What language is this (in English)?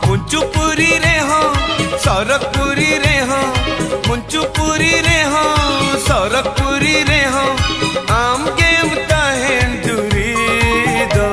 Santali